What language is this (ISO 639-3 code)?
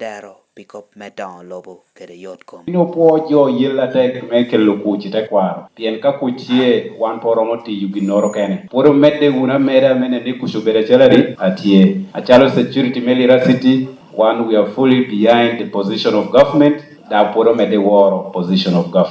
laj